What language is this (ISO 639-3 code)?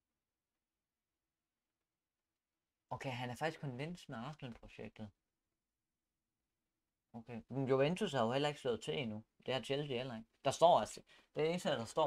dan